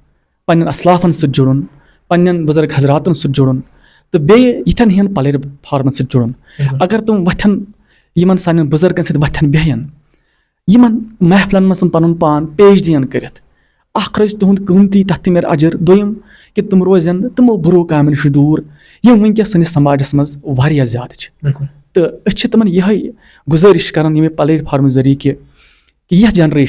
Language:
Kashmiri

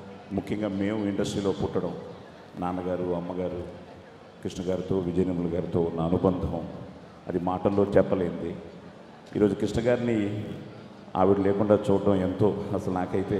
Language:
Telugu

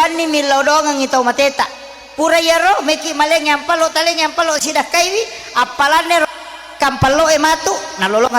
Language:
Buginese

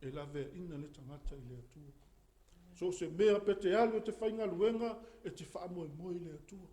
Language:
Samoan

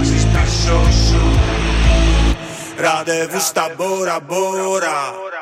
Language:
Greek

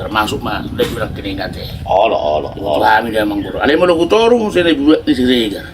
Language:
Batak Toba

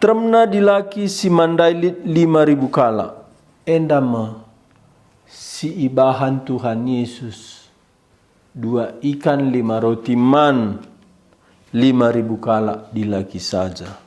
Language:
Batak Karo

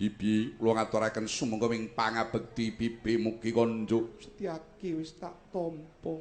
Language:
Javanese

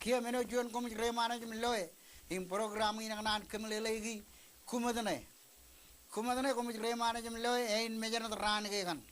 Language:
Marshallese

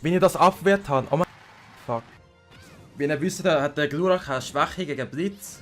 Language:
Swiss German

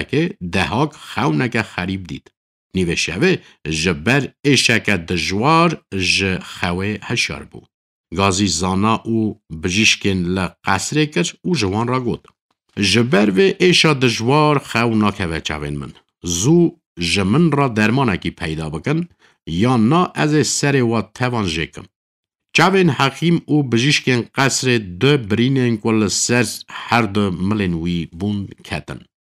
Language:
Kurdish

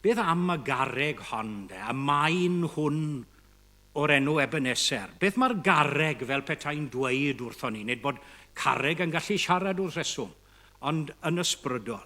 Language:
Welsh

